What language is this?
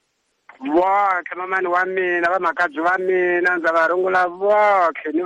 Tsonga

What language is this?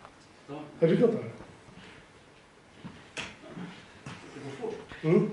Swedish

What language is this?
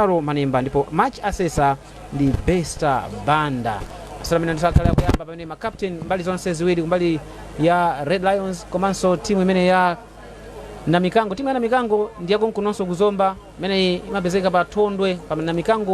Nyanja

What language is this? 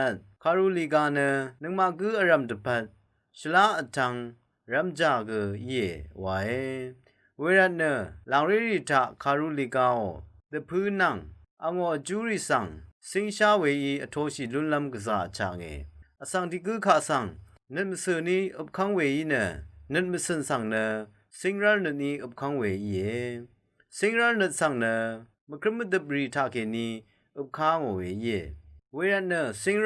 Rawang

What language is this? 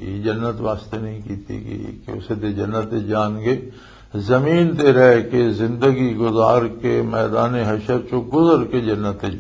Western Panjabi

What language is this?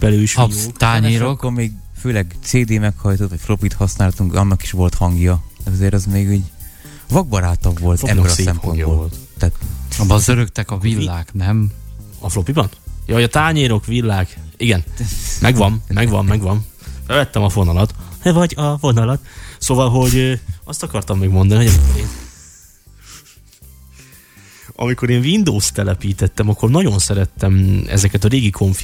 Hungarian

